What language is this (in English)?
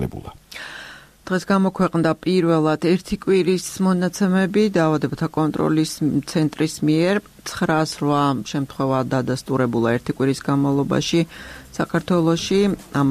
Georgian